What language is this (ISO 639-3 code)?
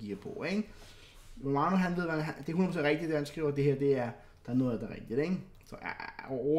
dan